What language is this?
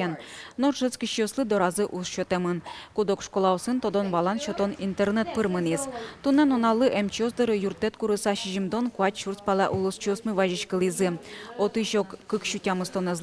Udmurt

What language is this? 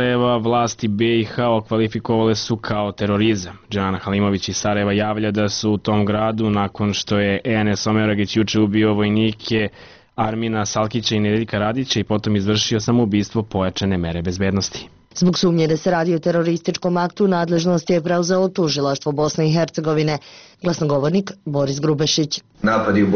Serbian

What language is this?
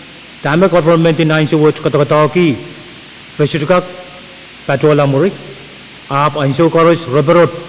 Pohnpeian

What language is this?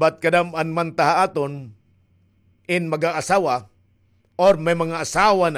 Waray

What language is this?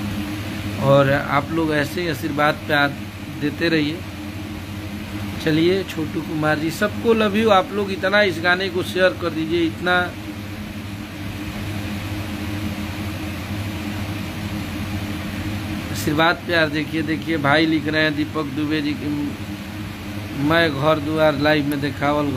Bhojpuri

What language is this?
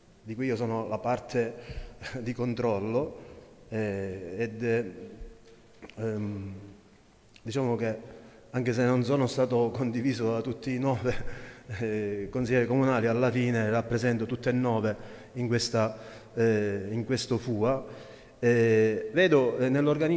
Italian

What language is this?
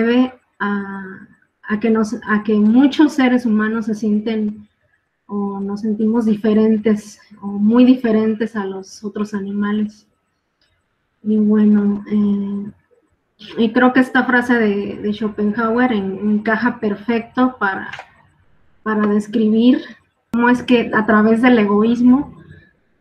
Spanish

